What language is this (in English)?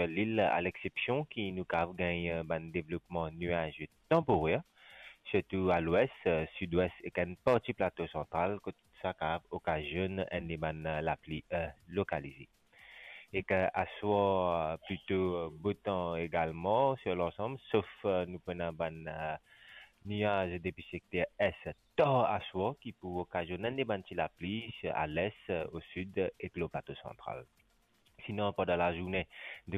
Morisyen